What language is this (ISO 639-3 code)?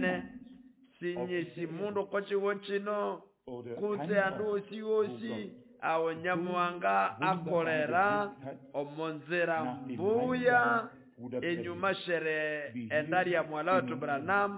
nnb